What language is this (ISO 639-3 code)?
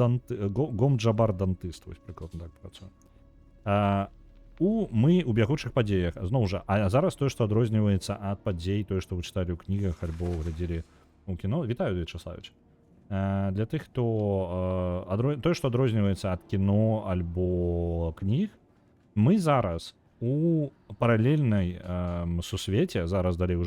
bel